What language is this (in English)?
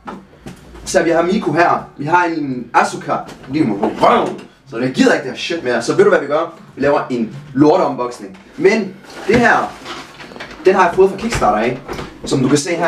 Danish